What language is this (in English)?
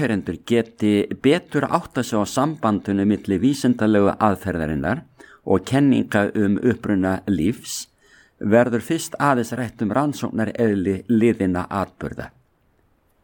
Icelandic